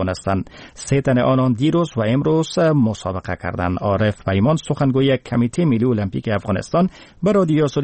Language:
Persian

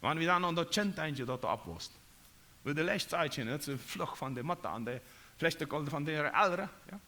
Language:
Plautdietsch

